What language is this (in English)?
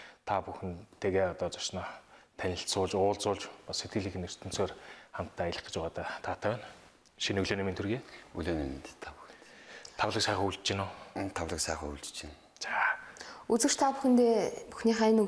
Mongolian